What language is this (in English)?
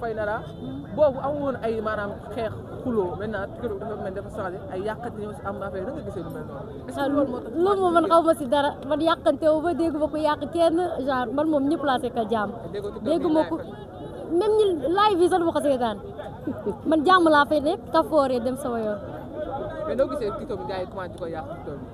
Wolof